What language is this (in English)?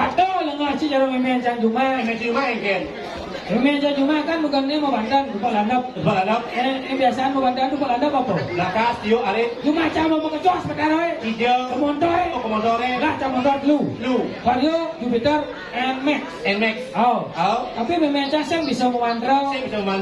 Balinese